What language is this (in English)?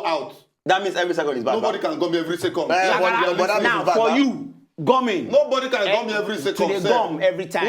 Nigerian Pidgin